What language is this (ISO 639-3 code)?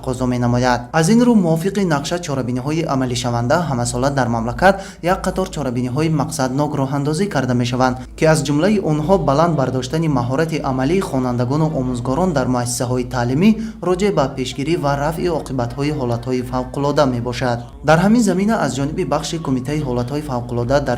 tgk